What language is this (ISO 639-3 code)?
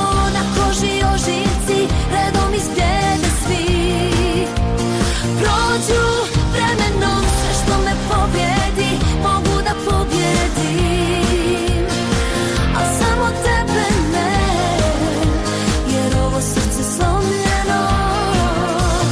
bos